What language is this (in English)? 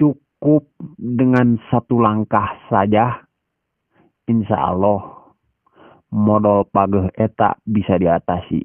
Sundanese